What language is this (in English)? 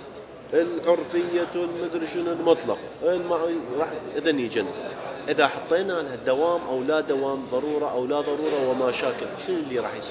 Mesopotamian Arabic